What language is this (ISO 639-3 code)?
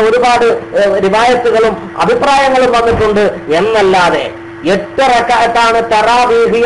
mal